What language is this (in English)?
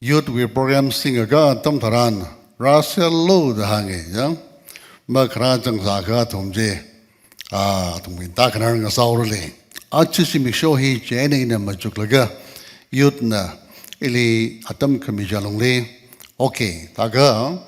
Tangkhul Naga (India)